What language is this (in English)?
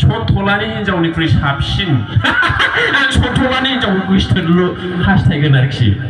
Bodo